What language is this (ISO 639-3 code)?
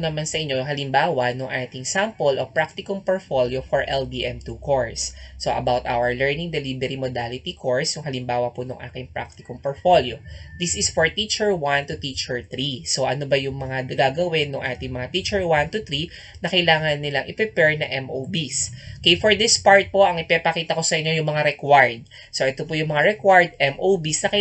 fil